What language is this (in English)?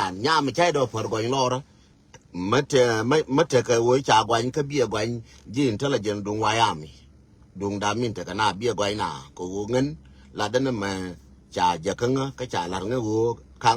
Nuer